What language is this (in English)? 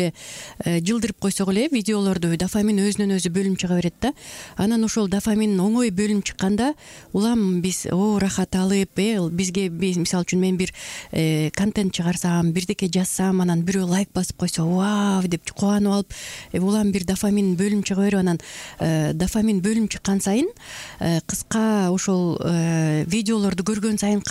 Kyrgyz